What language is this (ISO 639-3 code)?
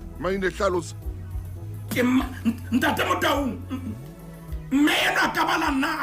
sot